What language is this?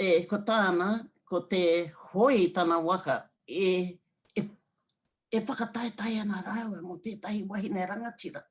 Māori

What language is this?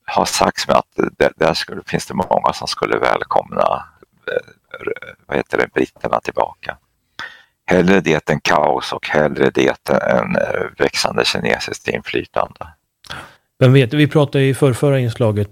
Swedish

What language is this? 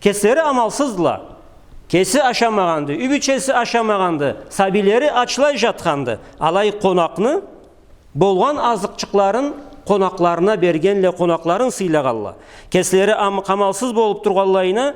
Karachay-Balkar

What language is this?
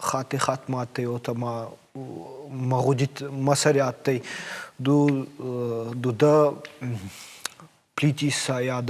Ossetic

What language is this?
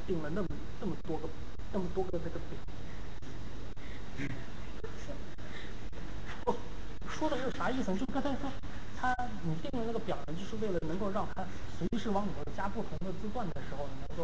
Chinese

